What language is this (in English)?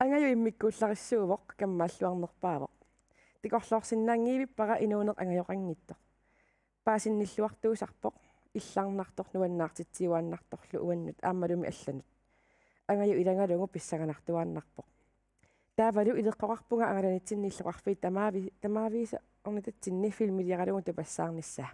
Kalaallisut